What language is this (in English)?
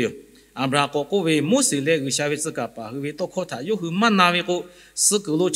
Lahu